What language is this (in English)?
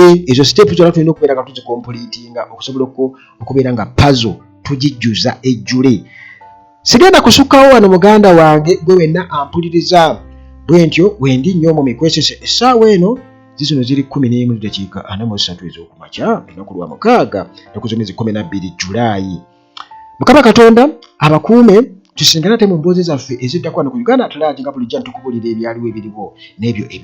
Ganda